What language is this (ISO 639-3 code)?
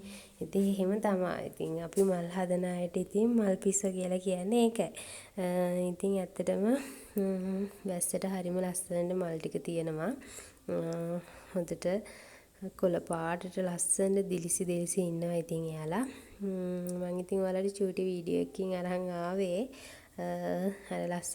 sin